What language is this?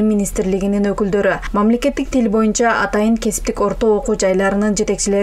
Kyrgyz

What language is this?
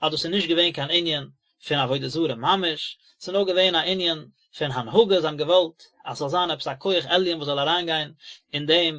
Yiddish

